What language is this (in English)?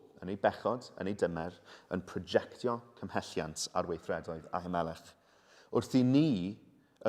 Welsh